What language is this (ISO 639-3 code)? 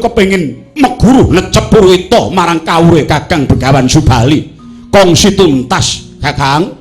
jav